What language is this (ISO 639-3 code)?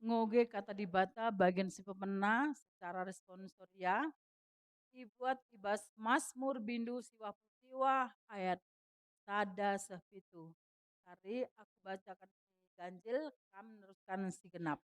btx